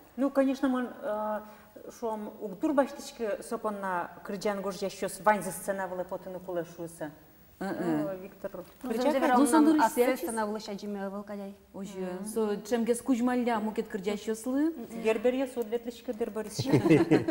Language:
Udmurt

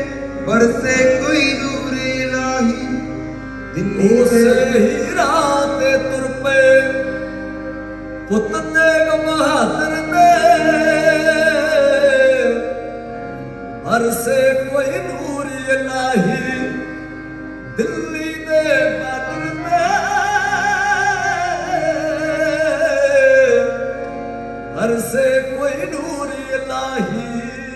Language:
Punjabi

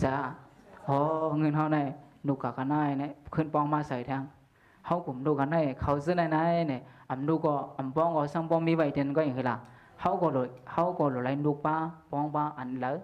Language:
Shan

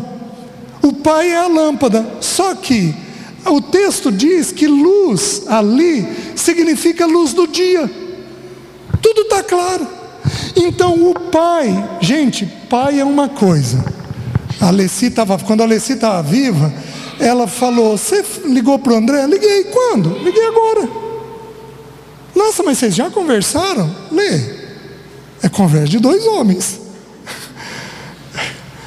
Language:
Portuguese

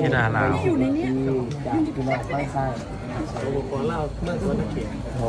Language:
Northeastern Thai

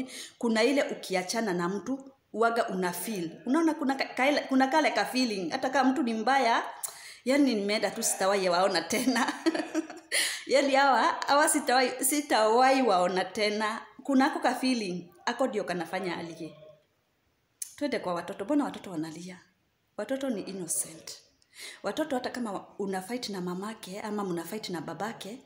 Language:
Swahili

